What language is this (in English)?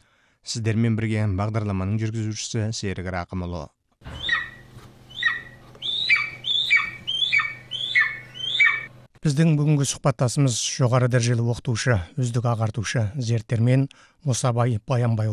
Kazakh